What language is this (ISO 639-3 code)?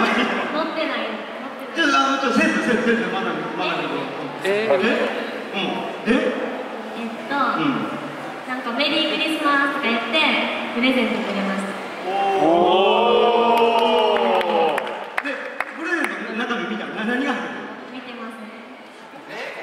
jpn